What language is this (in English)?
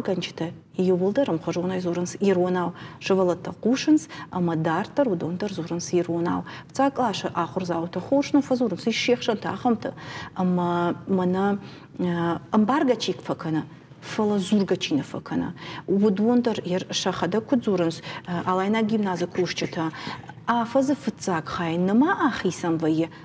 Ossetic